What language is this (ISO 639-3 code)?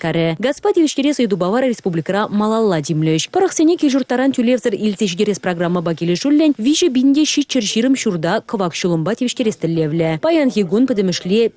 chv